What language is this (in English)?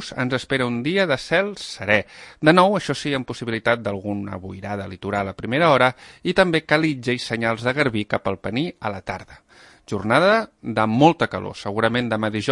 Catalan